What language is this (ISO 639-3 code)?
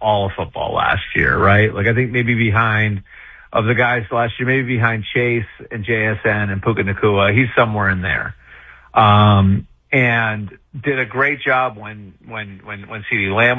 eng